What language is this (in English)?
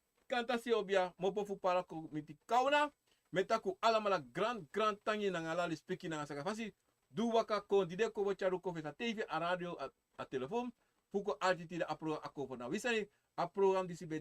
Sranan Tongo